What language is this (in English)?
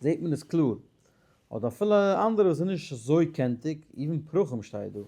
Yiddish